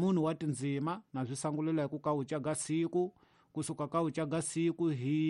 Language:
Tsonga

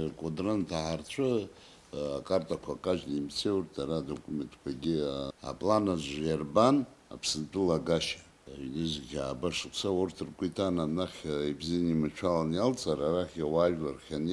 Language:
Abkhazian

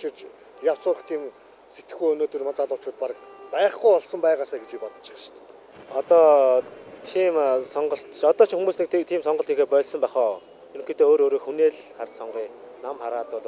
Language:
Mongolian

